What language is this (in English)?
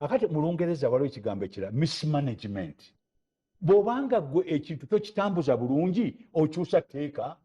Ganda